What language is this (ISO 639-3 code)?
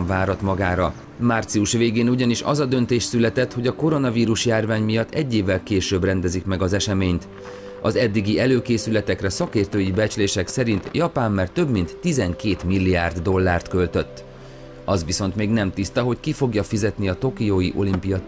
hun